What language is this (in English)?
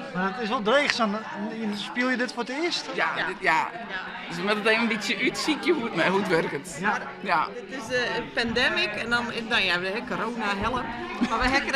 Western Frisian